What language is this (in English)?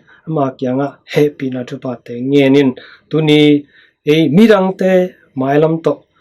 Tedim Chin